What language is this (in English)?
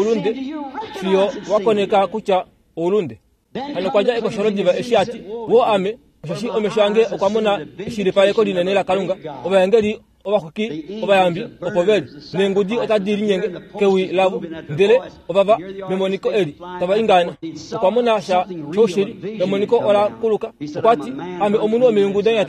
Kuanyama